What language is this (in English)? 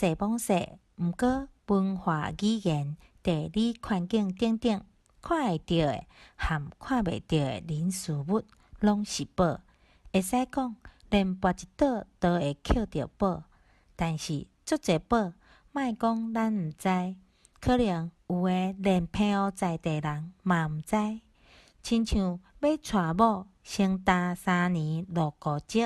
Min Nan Chinese